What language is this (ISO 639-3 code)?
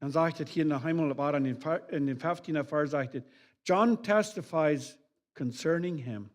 pdt